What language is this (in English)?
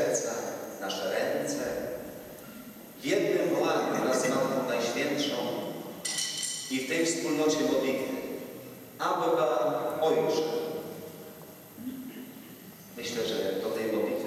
Polish